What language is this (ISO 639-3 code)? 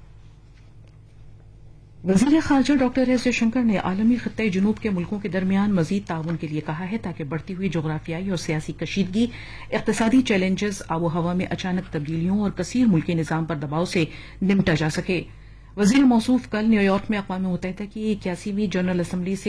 urd